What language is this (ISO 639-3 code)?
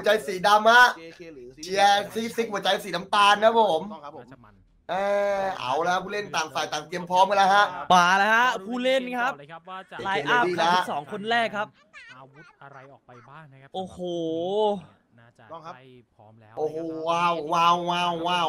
tha